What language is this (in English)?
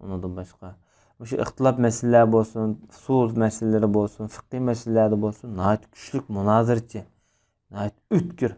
Uyghur